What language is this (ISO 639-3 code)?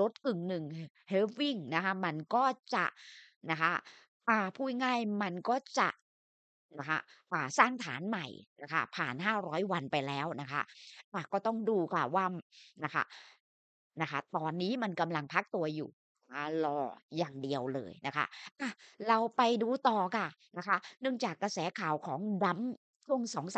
tha